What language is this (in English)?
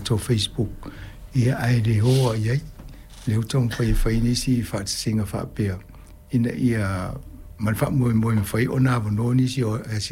Samoan